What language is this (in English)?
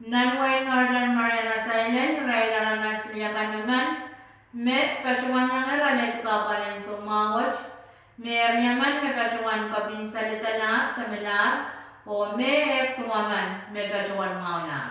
Pohnpeian